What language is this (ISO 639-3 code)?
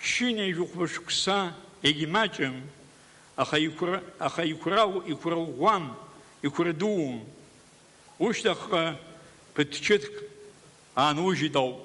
abk